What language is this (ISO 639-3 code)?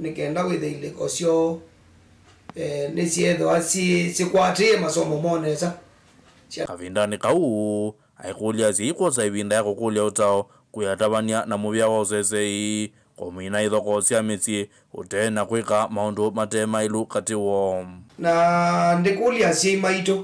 kam